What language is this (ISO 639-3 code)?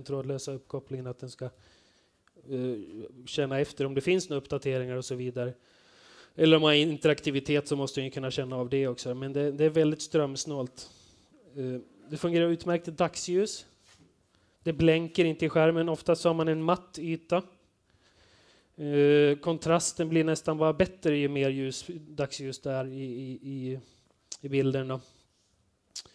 swe